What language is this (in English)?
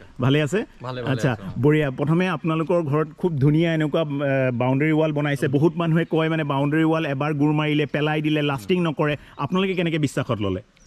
Assamese